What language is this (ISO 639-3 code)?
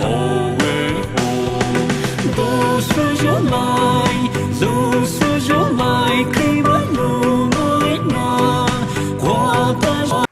pmx